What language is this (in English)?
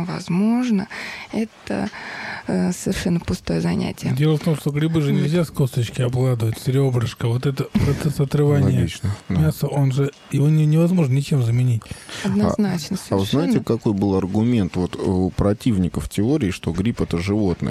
Russian